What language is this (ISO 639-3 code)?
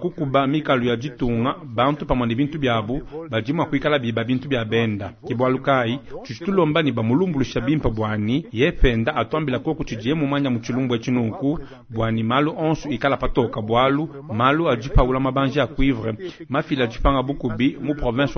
lua